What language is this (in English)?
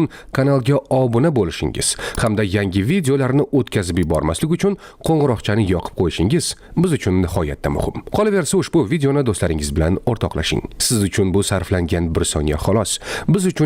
Uzbek